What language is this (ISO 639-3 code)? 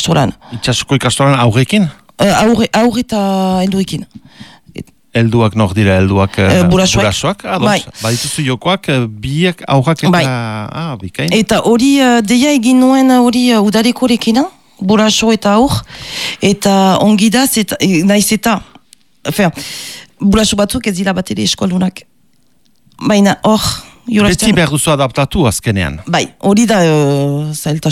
eus